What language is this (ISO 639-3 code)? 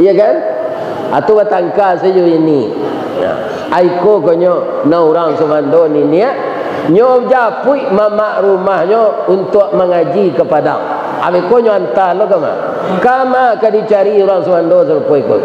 min